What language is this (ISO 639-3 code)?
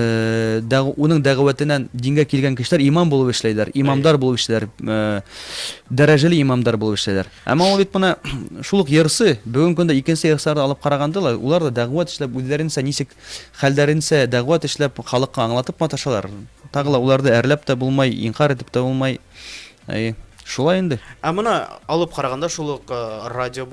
bak